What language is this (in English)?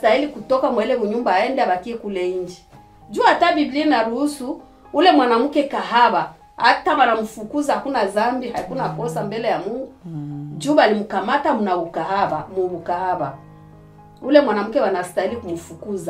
Swahili